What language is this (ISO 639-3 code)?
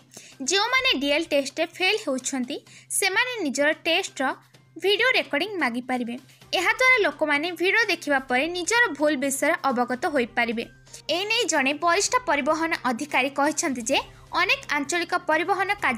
ori